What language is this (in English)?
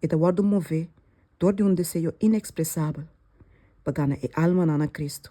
Papiamento